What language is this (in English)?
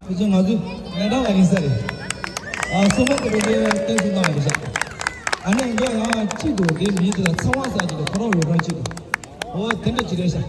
Tibetan